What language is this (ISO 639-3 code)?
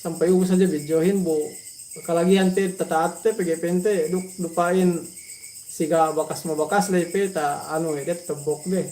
yka